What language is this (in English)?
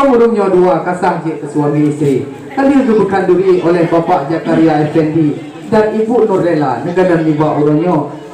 Achinese